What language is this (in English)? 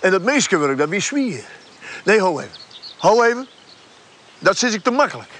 Western Frisian